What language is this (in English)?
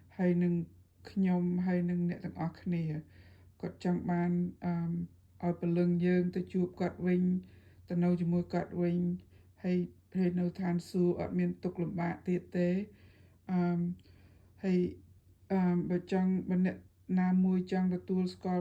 Khmer